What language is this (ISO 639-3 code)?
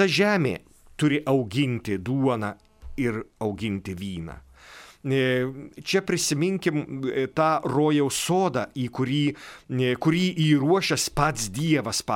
lit